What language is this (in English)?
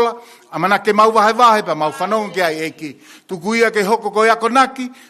Tongan